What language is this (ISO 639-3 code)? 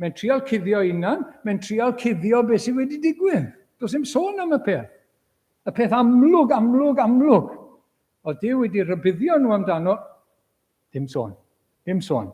cym